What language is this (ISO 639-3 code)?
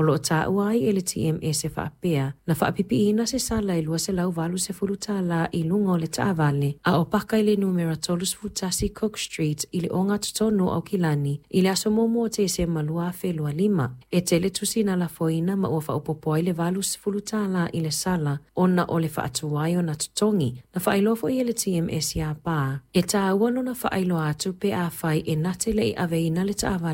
smo